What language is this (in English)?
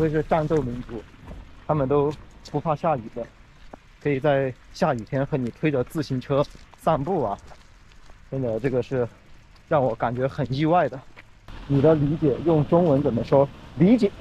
Chinese